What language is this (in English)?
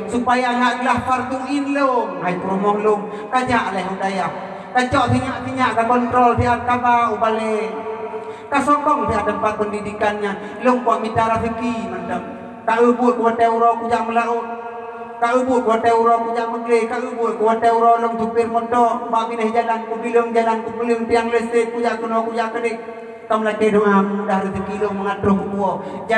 Achinese